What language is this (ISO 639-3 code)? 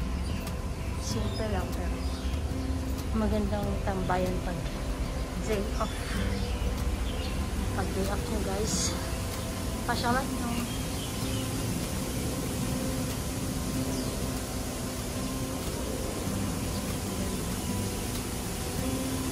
fil